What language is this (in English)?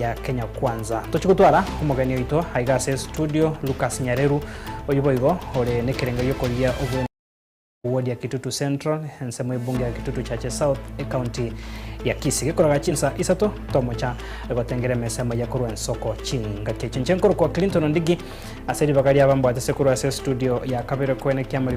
Gusii